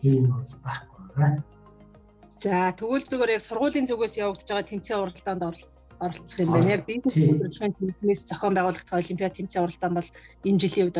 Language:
Mongolian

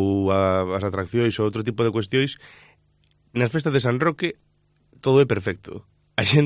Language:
Galician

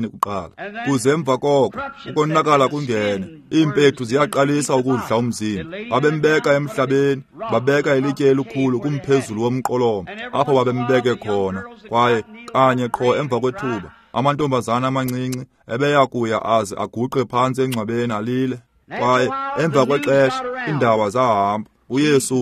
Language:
Xhosa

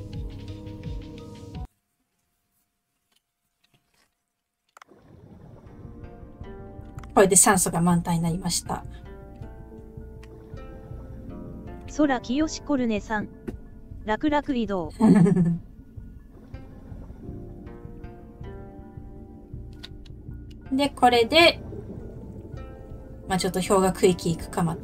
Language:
Japanese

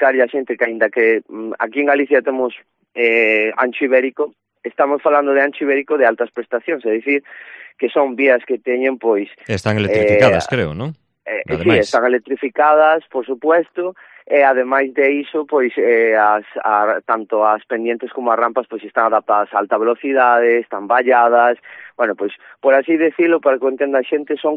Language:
Galician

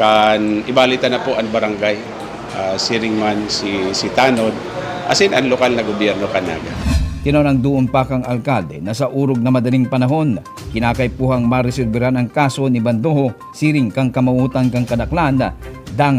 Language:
Bikol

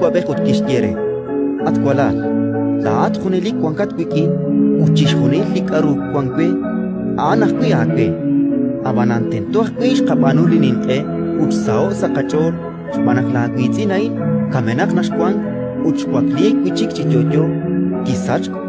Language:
Kekchí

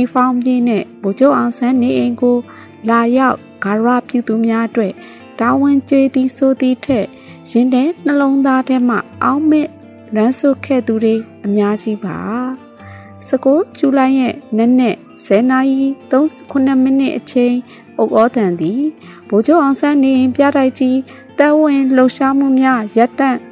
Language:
Burmese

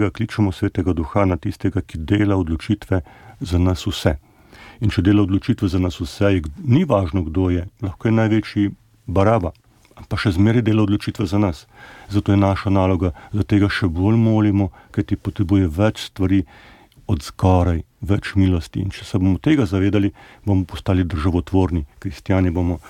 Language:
Slovenian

